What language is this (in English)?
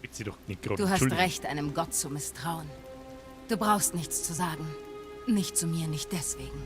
Bavarian